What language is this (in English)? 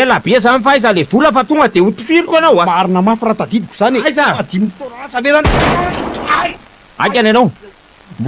Malagasy